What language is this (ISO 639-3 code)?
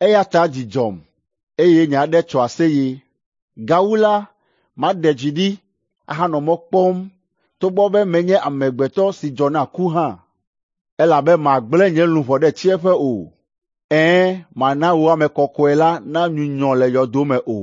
ewe